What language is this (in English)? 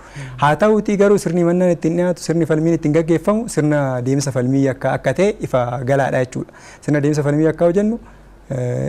Oromo